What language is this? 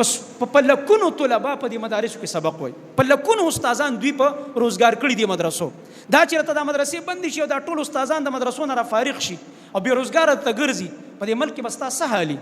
Pashto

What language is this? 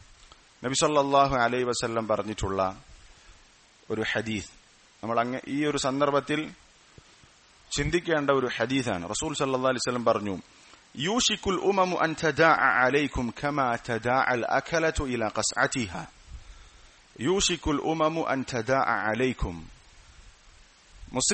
Malayalam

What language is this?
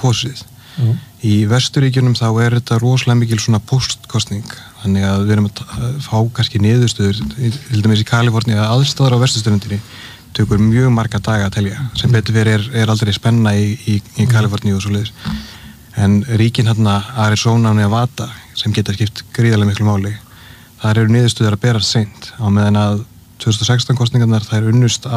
Icelandic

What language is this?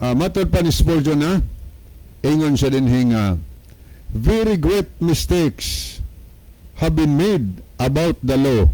Cebuano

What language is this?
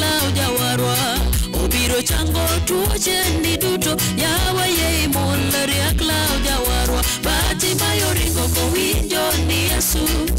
Luo (Kenya and Tanzania)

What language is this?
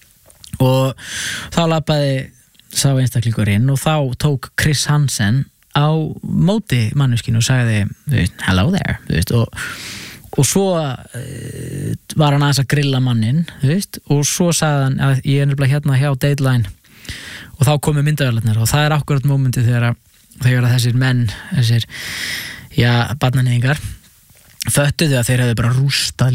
Icelandic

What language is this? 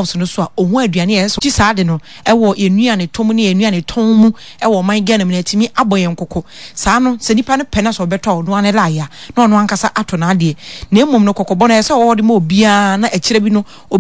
Akan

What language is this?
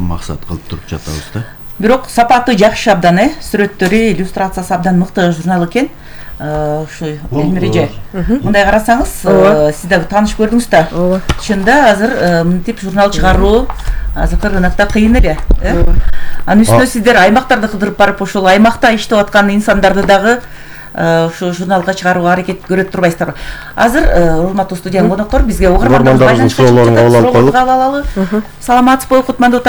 Kyrgyz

